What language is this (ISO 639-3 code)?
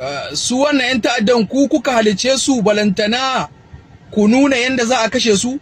hau